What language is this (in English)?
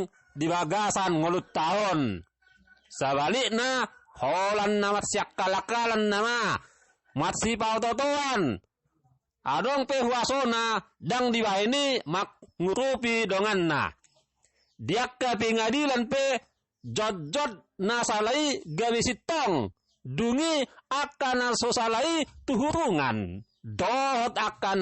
Batak Toba